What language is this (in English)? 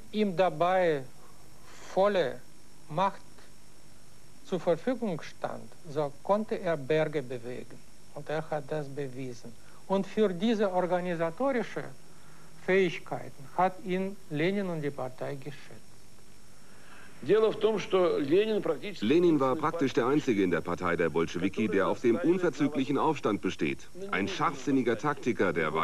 German